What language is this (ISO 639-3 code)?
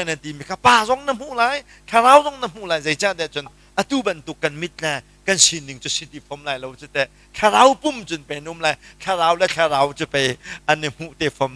cnh